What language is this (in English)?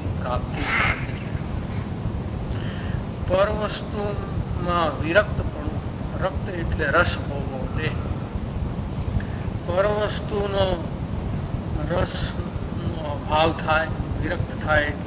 Gujarati